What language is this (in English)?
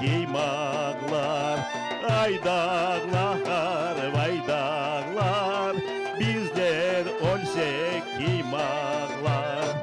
Crimean Tatar